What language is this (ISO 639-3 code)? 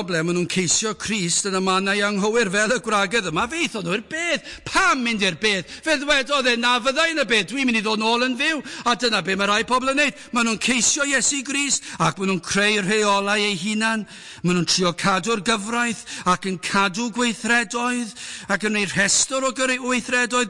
cym